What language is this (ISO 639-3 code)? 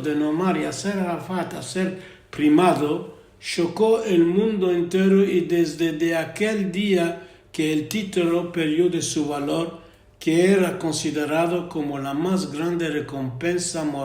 lad